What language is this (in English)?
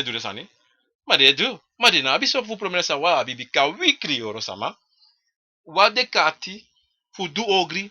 Sranan Tongo